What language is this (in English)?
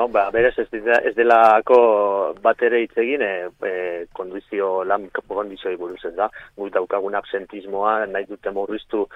Basque